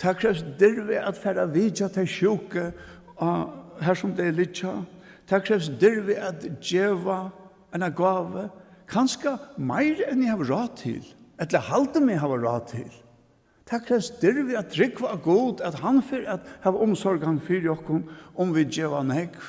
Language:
Faroese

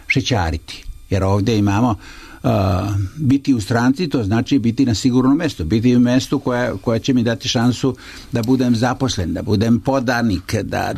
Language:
Croatian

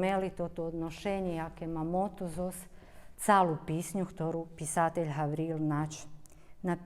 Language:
Rusyn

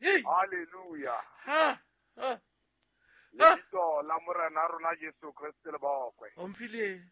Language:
Southern Sotho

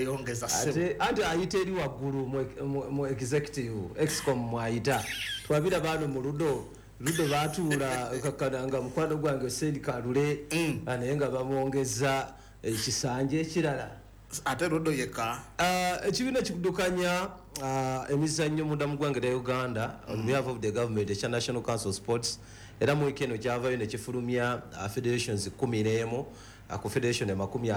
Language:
Ganda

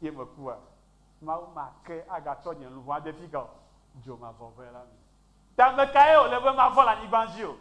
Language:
Ewe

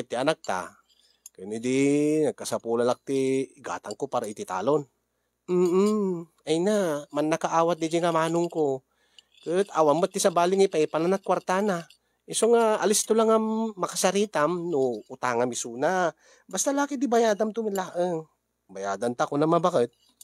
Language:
Iloko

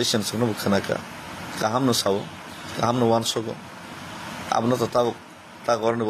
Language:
Kok Borok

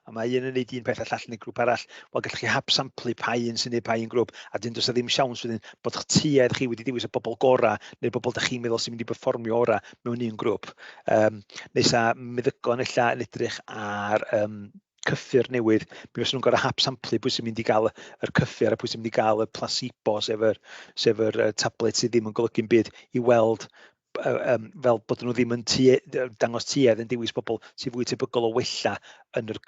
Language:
Welsh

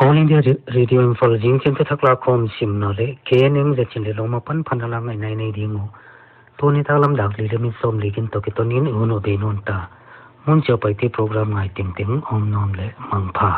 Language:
Paite Chin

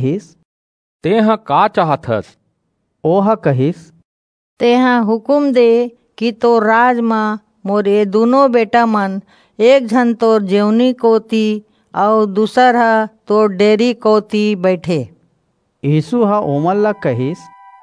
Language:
Chhattisgarhi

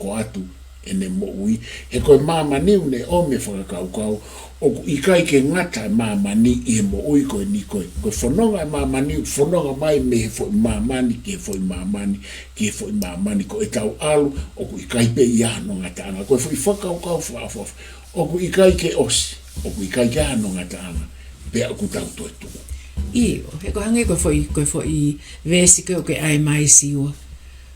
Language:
Tongan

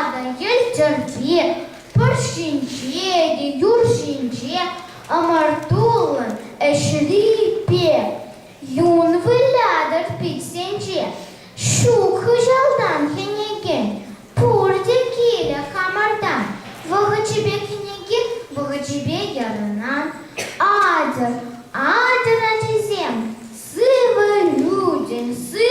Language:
Chuvash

